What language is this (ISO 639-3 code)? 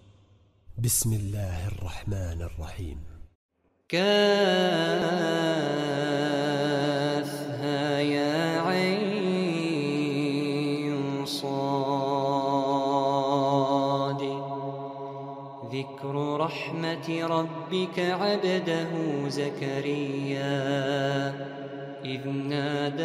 ara